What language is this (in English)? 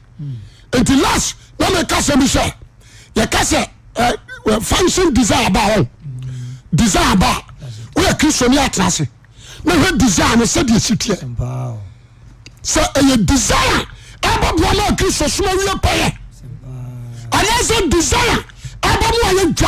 Akan